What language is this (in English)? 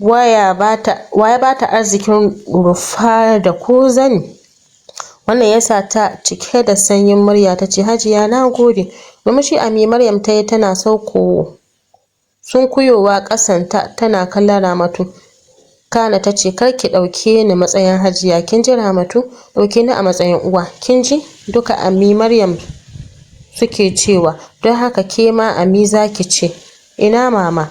Hausa